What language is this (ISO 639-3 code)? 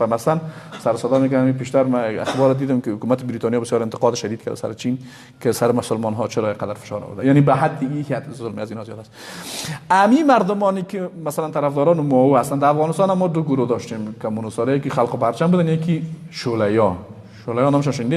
fas